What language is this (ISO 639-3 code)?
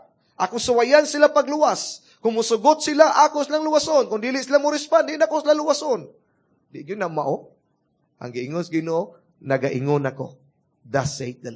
ceb